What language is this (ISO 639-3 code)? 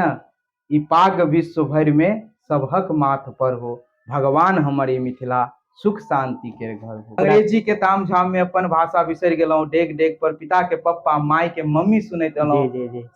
mai